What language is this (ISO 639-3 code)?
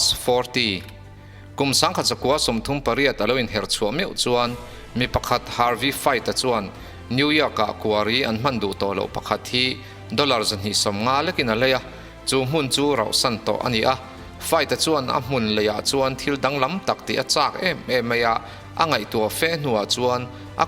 lus